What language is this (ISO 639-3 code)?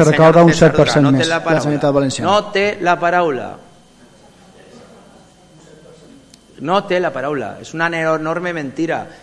cat